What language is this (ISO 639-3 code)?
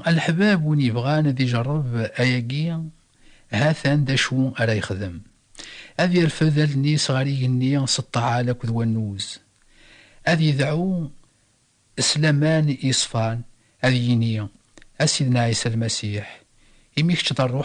kab